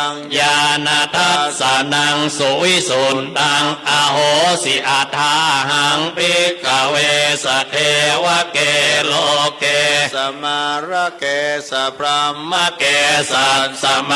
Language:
Pali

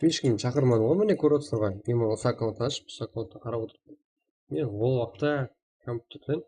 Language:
Kara-Kalpak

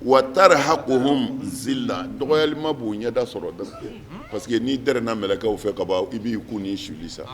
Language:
Bambara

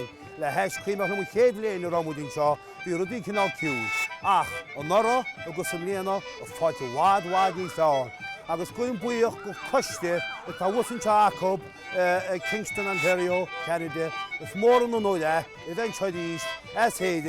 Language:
Irish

